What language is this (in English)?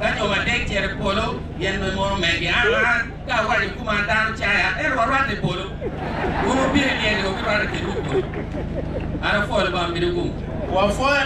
Acoli